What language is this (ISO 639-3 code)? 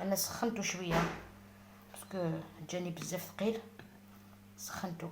arq